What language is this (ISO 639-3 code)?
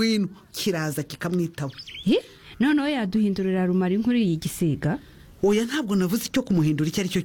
kin